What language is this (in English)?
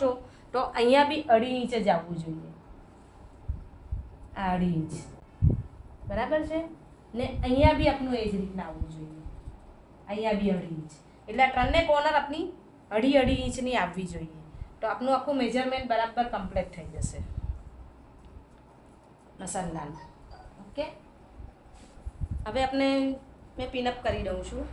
Gujarati